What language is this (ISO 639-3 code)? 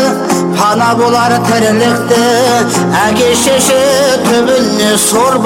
kaz